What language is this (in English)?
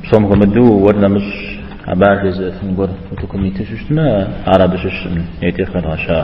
Kabardian